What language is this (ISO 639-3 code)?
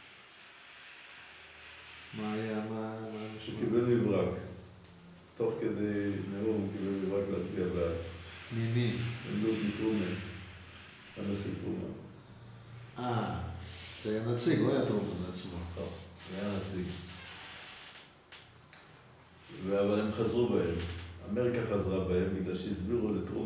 heb